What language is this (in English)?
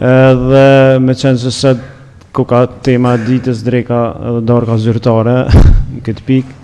Albanian